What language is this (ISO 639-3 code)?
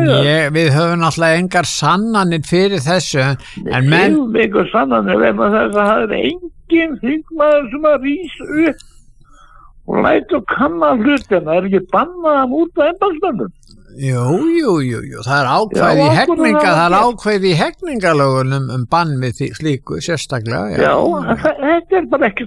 isl